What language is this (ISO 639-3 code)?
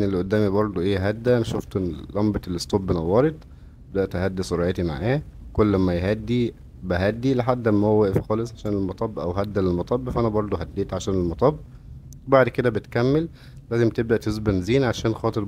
arz